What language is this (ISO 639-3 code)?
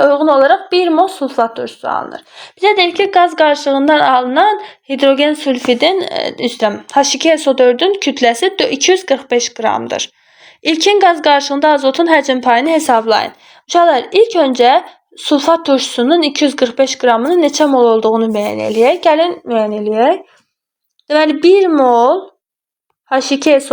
aze